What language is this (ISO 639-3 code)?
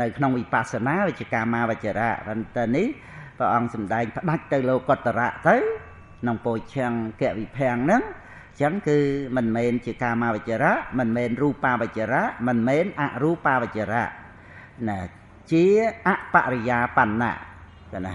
khm